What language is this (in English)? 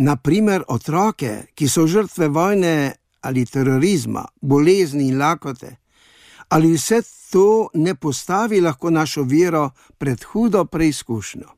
Slovenian